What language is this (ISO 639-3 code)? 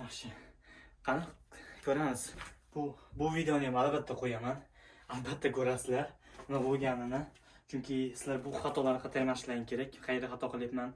uzb